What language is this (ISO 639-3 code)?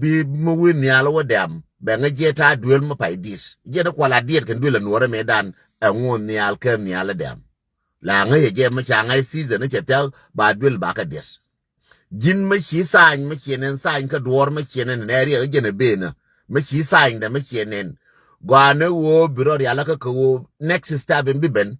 nus